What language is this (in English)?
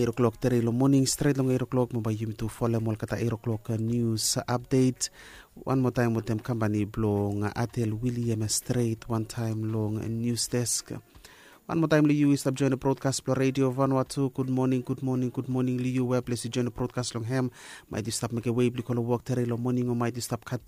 Bislama